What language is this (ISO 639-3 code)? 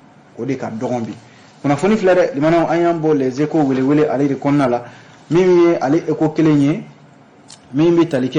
bam